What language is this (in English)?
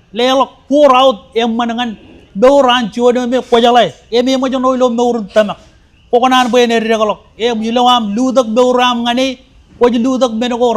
Marshallese